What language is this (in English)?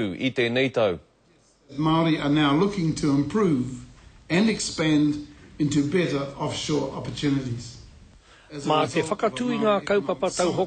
Māori